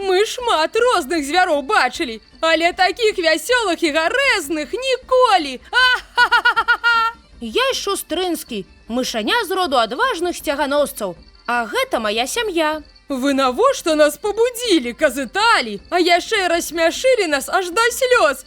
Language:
Belarusian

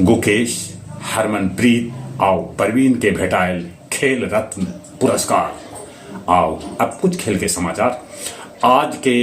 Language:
Magahi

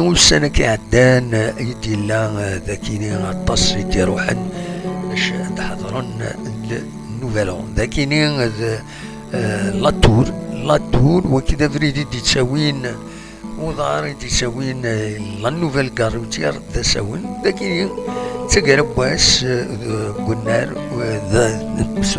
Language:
Kabyle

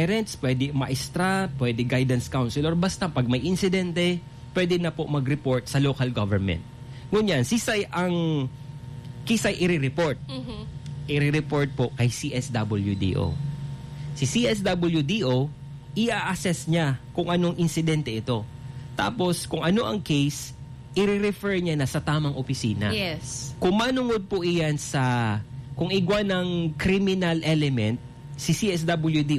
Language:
Bikol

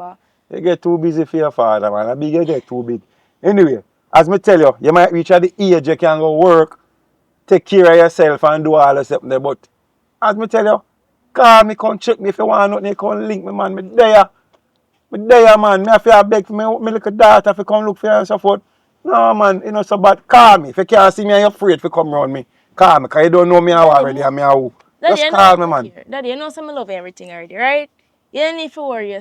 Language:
Jamaican Creole English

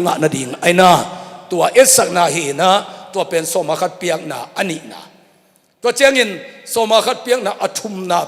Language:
Tedim Chin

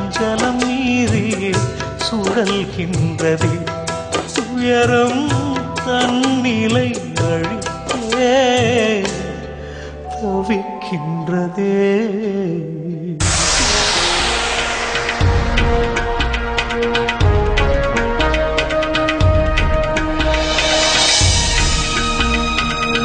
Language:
Tamil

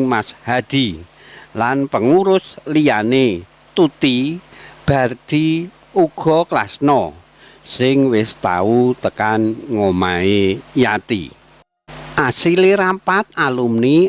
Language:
Javanese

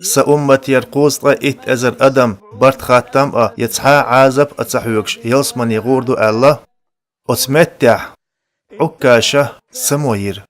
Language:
Chechen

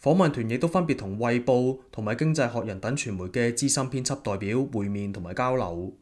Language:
Cantonese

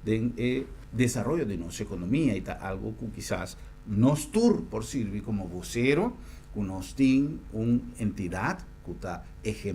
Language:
Papiamento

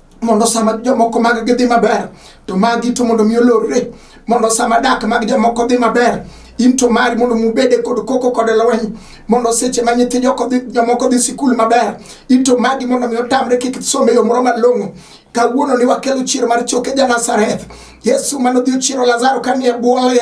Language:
Luo (Kenya and Tanzania)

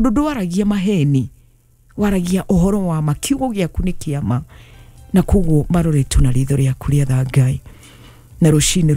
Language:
Kikuyu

